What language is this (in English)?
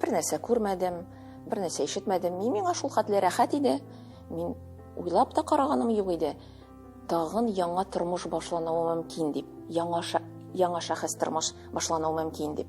Tatar